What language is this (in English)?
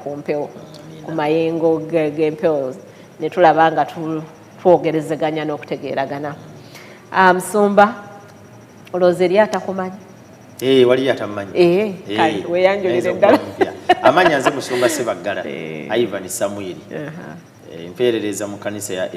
Ganda